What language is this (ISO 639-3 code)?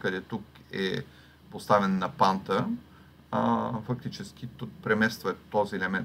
bul